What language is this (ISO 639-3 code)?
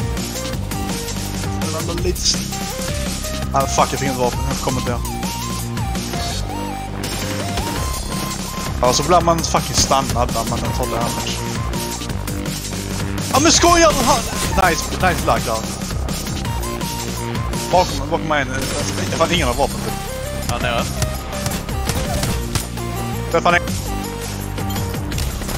swe